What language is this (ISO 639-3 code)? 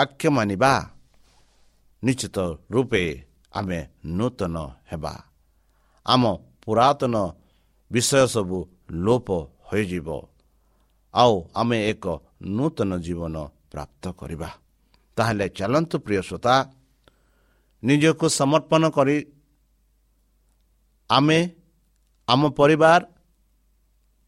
ori